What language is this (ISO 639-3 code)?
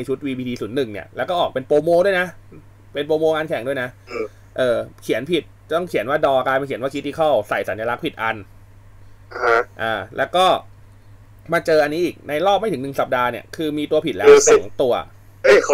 tha